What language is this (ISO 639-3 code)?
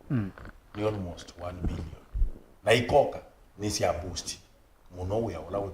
kam